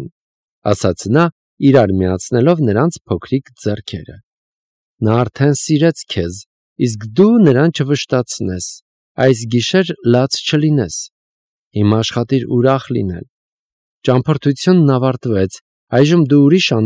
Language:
Armenian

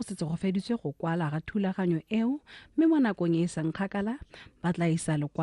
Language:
Tswana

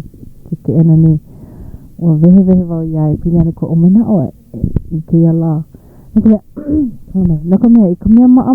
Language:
Hawaiian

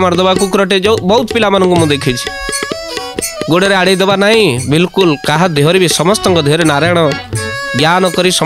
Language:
Odia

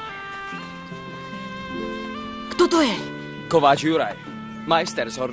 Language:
Slovak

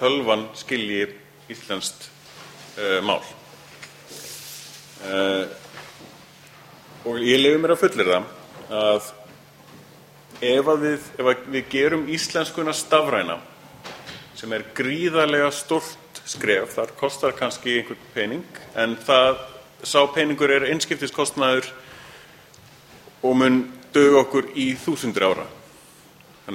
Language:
Icelandic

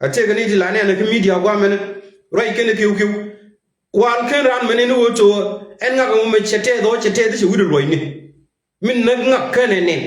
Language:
Nuer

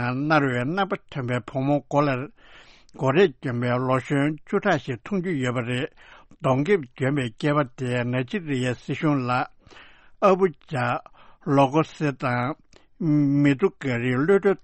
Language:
Tibetan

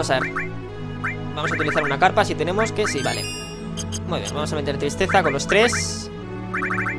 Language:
Spanish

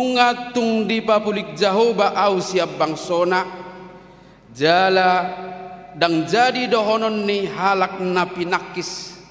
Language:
Batak Toba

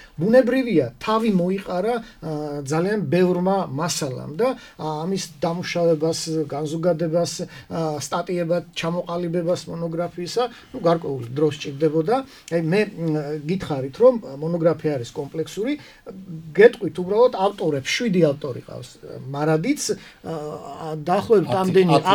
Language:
Georgian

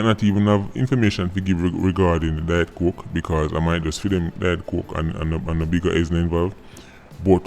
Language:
Jamaican Creole English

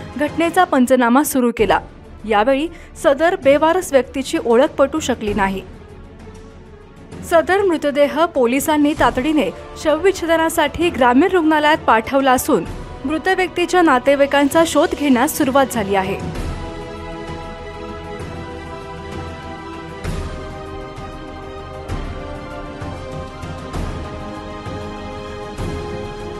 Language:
Marathi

